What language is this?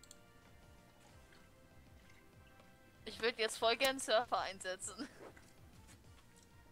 German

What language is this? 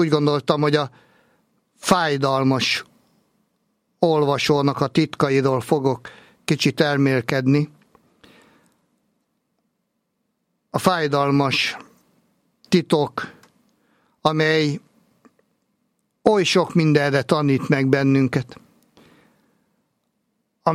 Hungarian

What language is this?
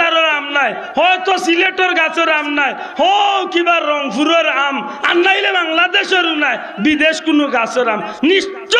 Sylheti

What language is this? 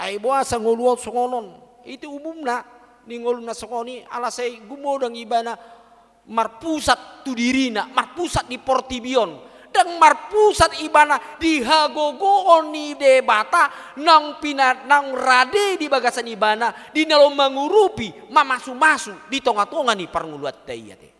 Batak Toba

